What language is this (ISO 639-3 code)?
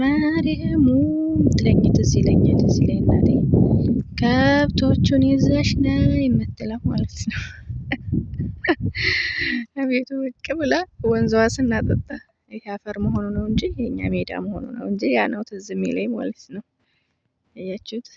amh